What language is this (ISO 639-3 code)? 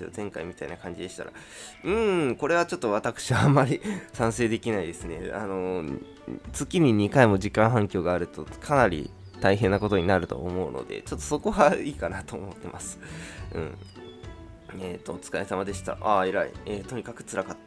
jpn